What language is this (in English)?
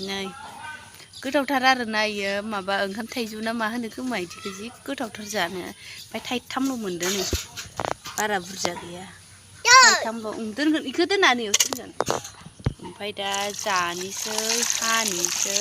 Bodo